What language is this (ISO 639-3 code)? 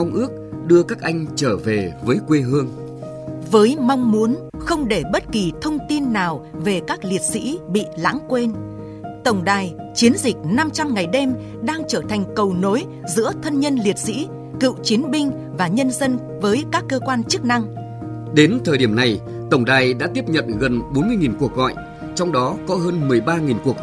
vie